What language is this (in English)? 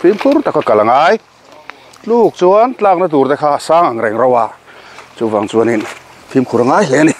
Mizo